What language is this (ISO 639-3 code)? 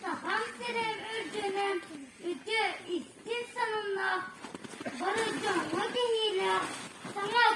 sah